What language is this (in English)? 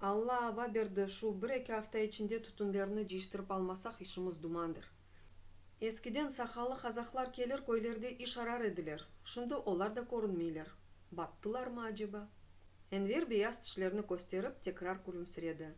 Crimean Tatar